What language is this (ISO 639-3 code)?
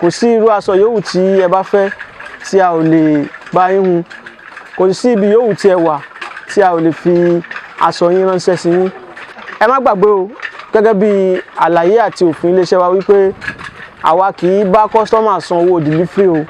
yor